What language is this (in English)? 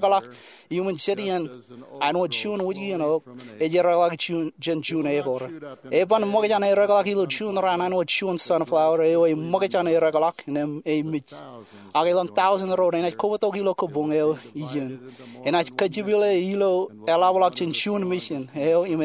Marshallese